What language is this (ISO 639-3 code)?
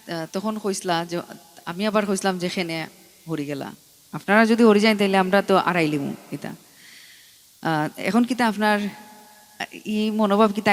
syl